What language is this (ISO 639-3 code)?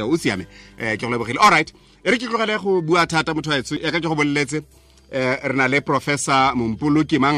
tsn